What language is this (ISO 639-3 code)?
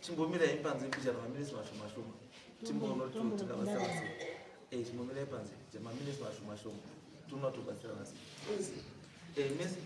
sna